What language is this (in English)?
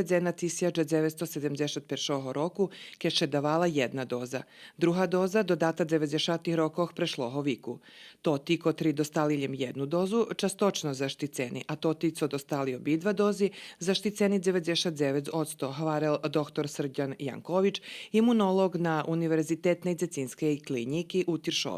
Rusyn